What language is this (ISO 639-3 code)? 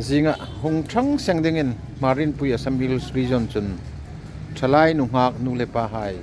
hmr